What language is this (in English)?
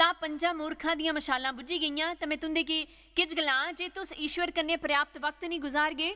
Dogri